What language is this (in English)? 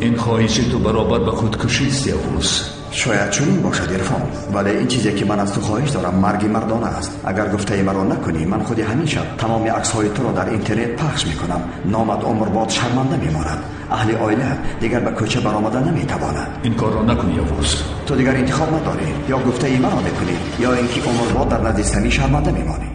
Tajik